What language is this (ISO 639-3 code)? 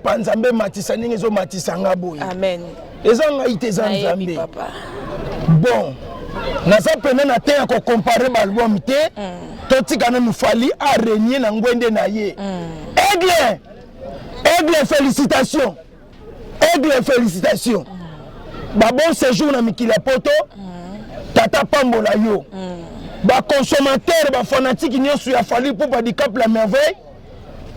lin